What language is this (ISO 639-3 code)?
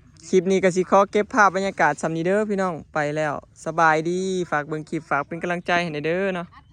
tts